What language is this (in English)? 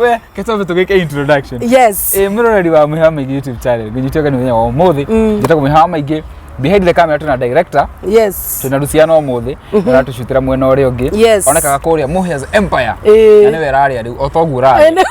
Kikuyu